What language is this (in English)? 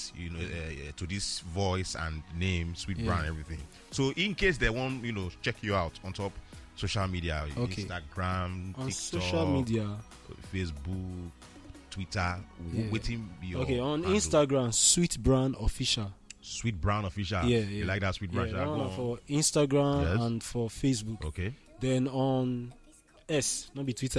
Nigerian Pidgin